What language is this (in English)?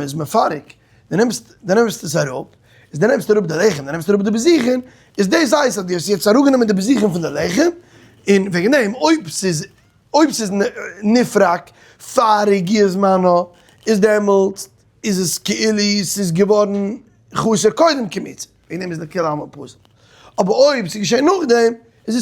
Yiddish